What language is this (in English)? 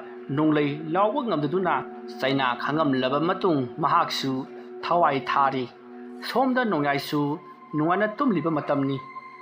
Manipuri